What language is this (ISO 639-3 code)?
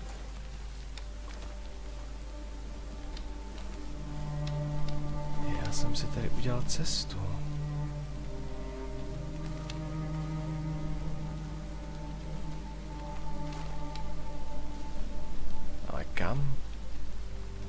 ces